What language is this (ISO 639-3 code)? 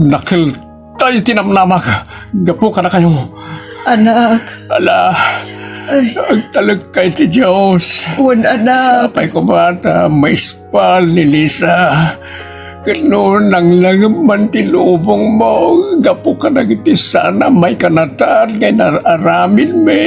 ilo